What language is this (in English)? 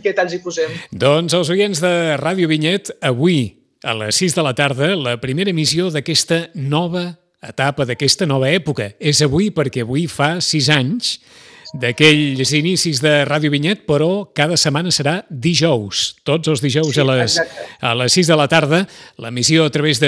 Catalan